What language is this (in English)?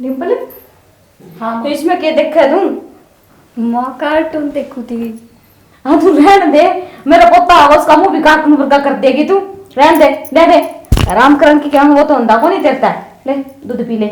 Haryanvi